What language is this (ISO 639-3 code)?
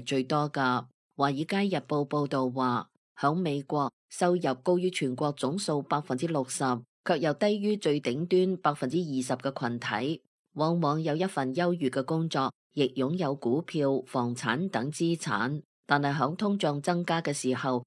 yue